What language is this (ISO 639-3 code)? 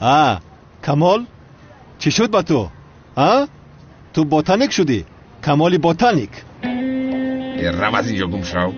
tgk